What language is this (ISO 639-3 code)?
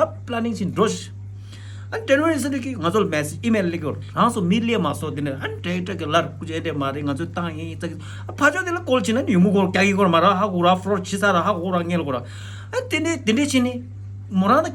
bod